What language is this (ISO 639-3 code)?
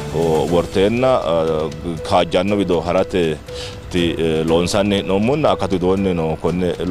sid